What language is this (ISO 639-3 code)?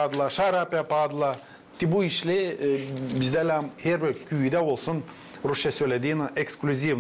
gag